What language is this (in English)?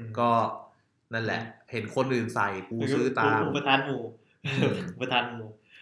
Thai